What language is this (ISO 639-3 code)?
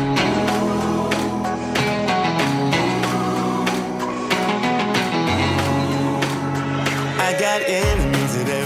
est